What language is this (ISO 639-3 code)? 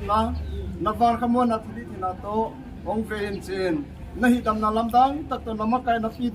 pck